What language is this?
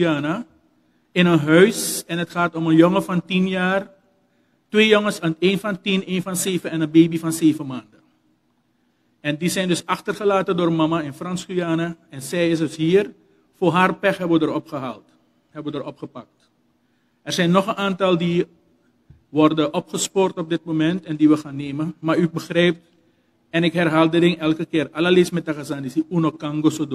Dutch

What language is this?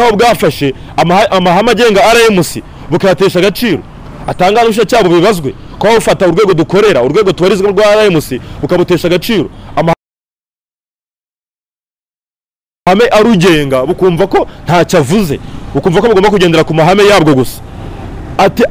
Kinyarwanda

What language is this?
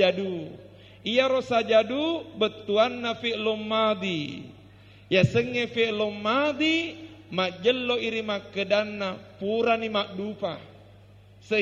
Buginese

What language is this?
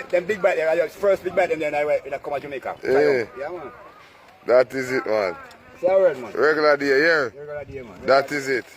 Jamaican Creole English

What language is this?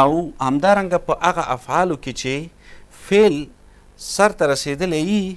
Pashto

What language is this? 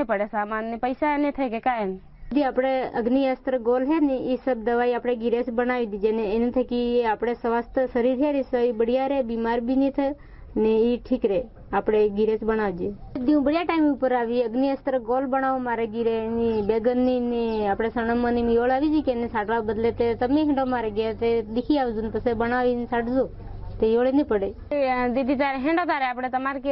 Gujarati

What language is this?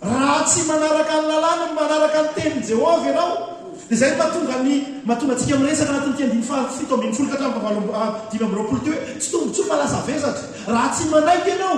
Malagasy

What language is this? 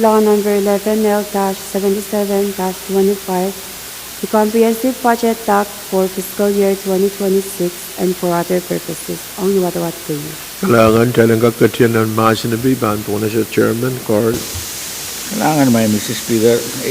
Pohnpeian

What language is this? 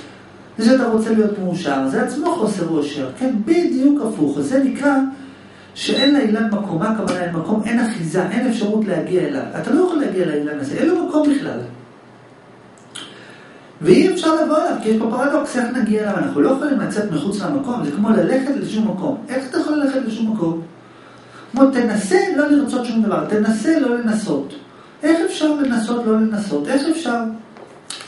Hebrew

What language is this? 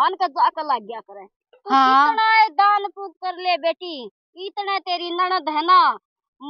Haryanvi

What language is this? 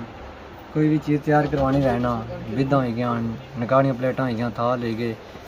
Pahari-Potwari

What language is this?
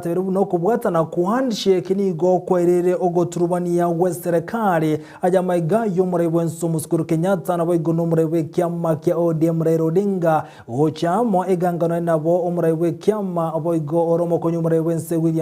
Gusii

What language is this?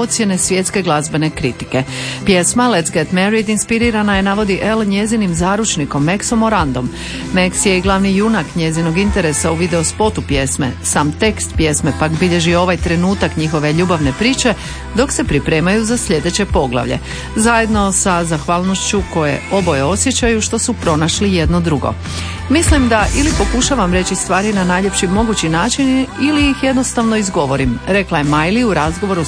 Croatian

